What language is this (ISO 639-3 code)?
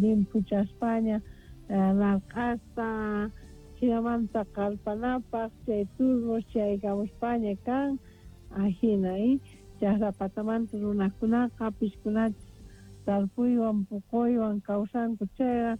quh